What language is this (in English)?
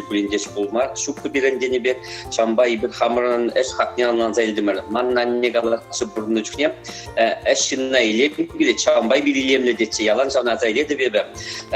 Chuvash